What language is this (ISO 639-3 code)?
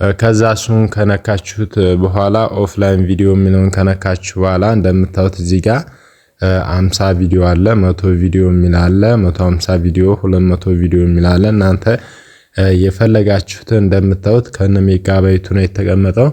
amh